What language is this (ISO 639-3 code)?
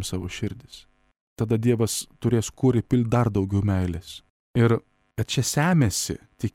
lit